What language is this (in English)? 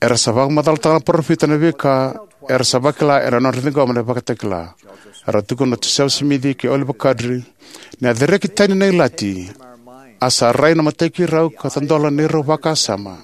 Fijian